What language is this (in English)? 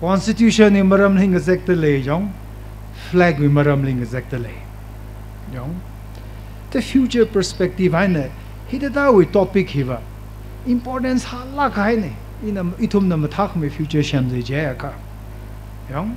Tangkhul Naga (India)